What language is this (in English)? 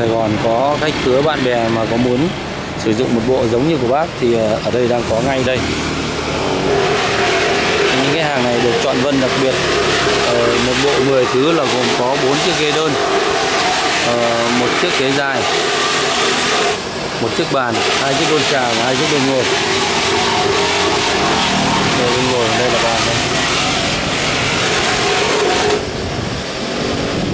Vietnamese